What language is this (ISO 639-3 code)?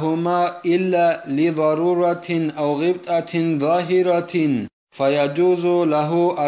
ava